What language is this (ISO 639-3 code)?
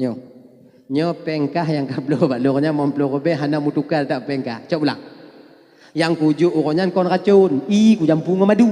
ace